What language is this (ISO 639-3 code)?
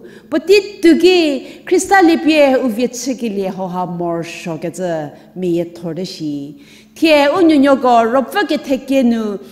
njm